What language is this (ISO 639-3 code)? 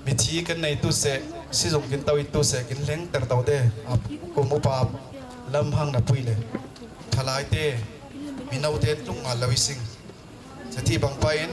cfm